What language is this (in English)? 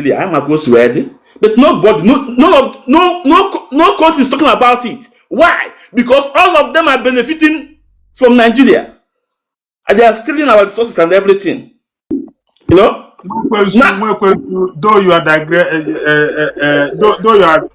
Igbo